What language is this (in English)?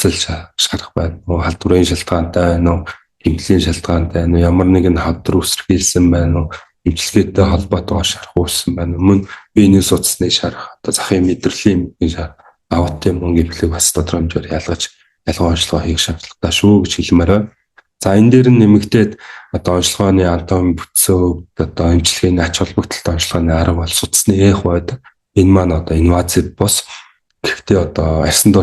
Mongolian